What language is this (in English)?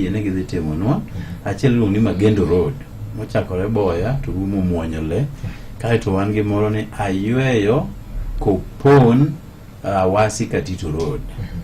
Luo (Kenya and Tanzania)